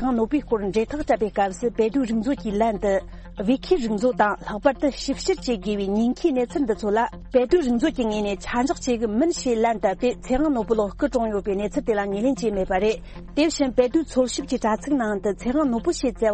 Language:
Tibetan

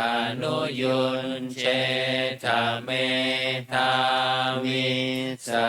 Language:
Pali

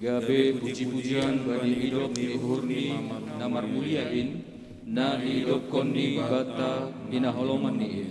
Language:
Batak Simalungun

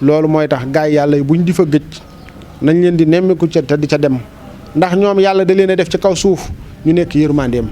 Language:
Wolof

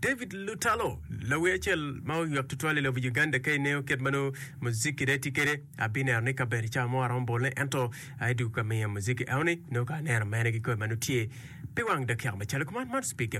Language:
Acoli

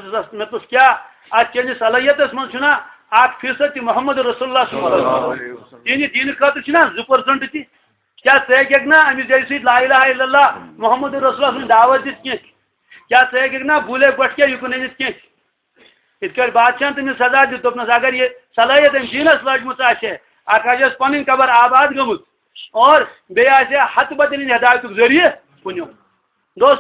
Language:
Kashmiri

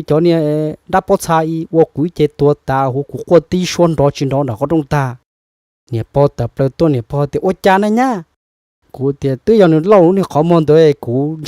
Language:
Hmong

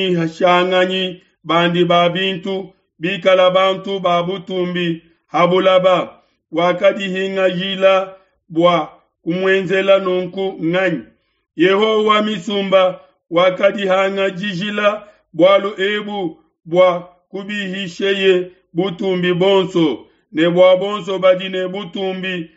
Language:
Luba-Lulua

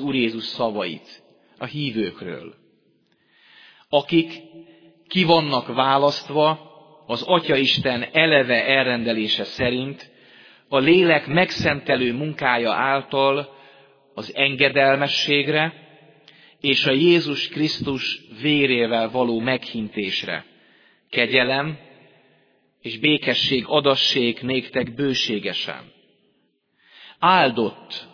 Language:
Hungarian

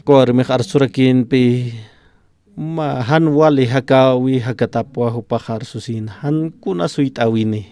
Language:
Aymara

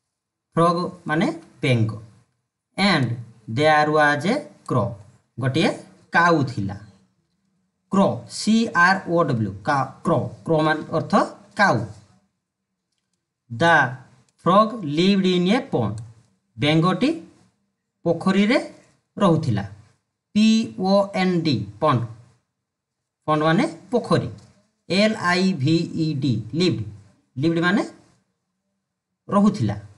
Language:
Odia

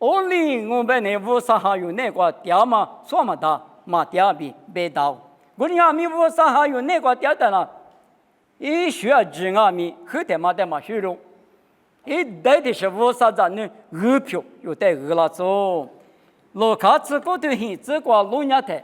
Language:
Lisu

